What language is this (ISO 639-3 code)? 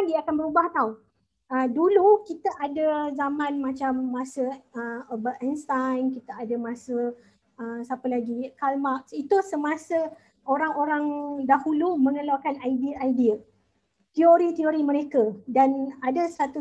msa